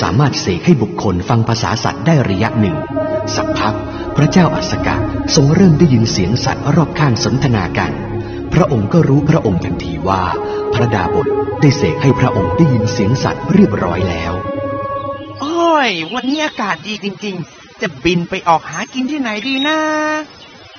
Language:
Thai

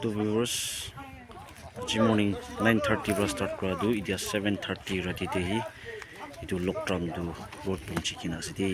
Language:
Naga Pidgin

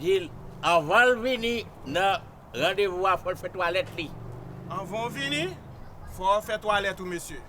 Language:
Haitian Creole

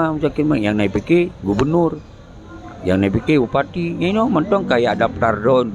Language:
Achinese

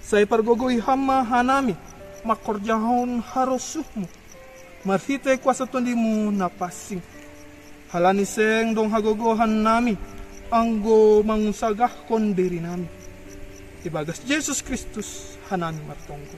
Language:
Batak Simalungun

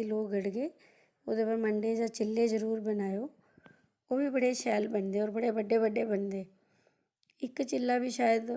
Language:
Dogri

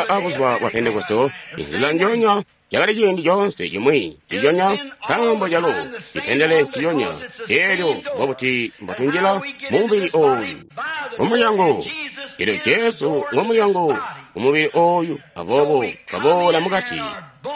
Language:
Tonga (Zambia)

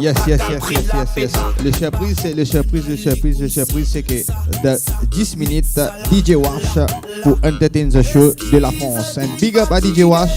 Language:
Morisyen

